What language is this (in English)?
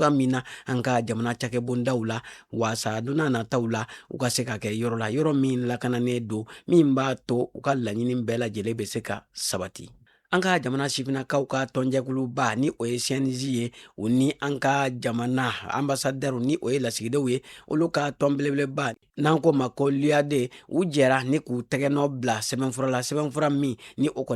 Bambara